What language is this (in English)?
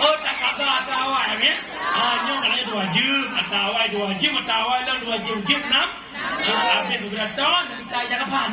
Achinese